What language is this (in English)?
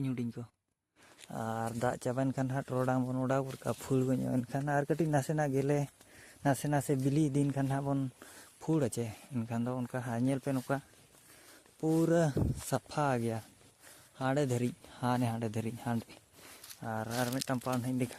Santali